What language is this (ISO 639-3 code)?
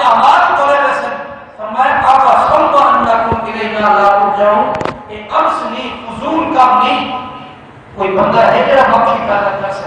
skr